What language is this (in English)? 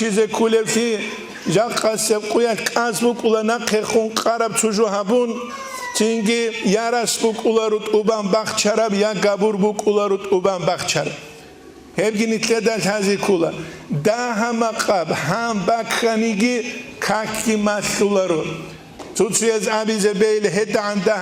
Avaric